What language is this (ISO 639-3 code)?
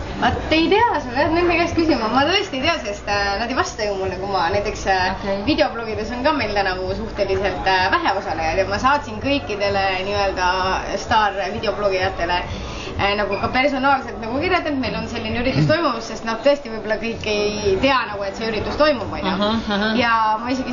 est